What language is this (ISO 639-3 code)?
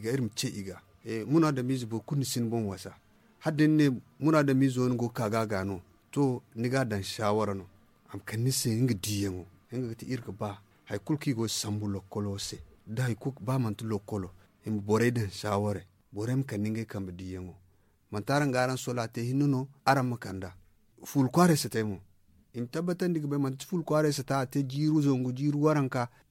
dje